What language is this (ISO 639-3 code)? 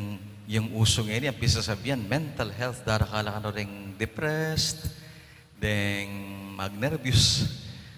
pam